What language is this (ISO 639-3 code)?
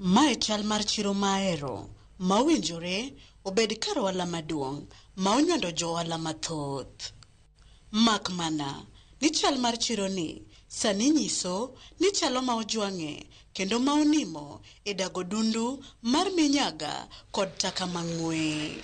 luo